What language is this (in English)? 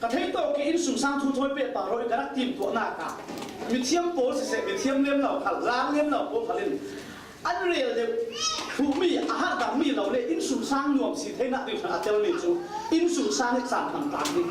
Falam Chin